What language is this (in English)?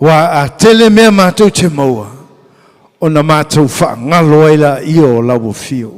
Samoan